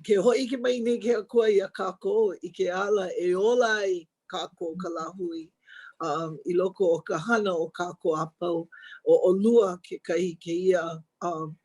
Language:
Hawaiian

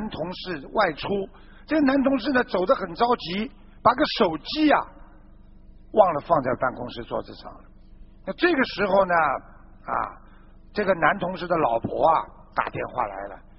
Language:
Chinese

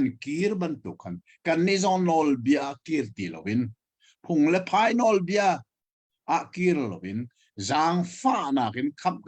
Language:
Hakha Chin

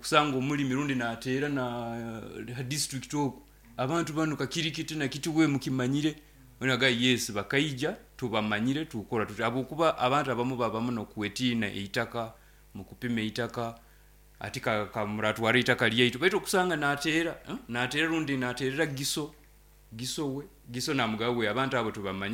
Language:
Nyoro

